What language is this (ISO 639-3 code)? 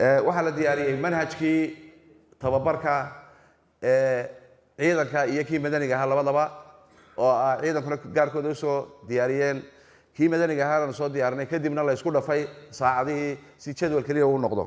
som